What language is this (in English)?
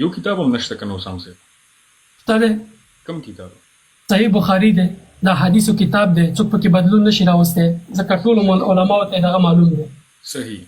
Pashto